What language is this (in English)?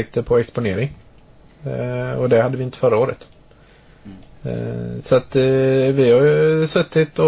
Swedish